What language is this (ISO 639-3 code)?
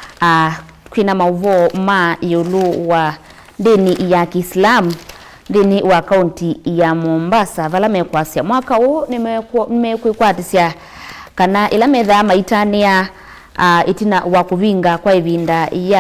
kam